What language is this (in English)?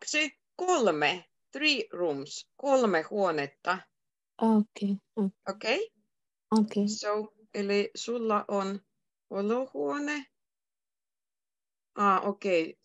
Finnish